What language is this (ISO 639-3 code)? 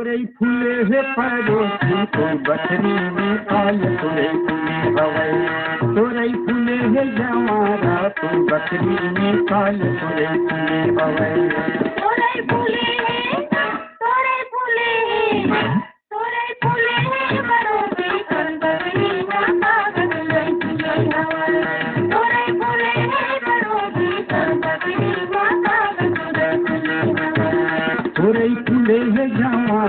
hne